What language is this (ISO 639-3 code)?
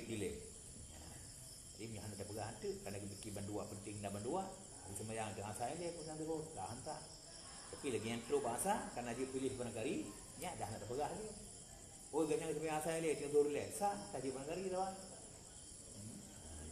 ace